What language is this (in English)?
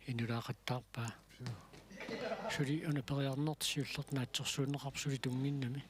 Kalaallisut